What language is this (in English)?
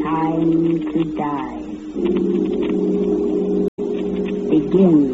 English